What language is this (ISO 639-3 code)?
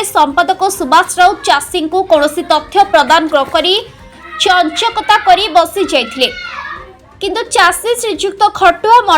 ori